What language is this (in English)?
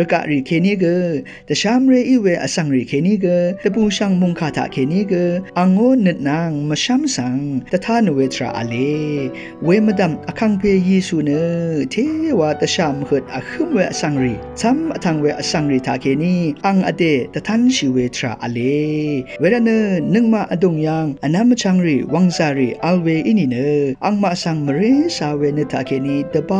Rawang